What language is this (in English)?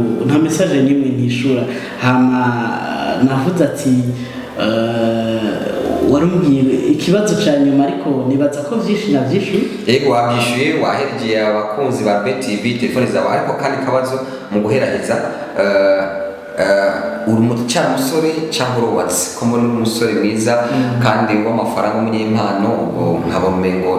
Rundi